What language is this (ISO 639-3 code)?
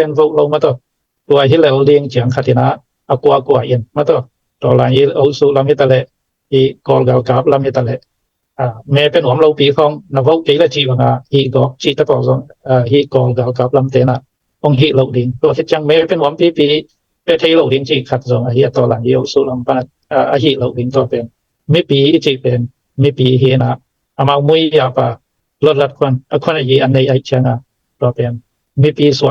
ctd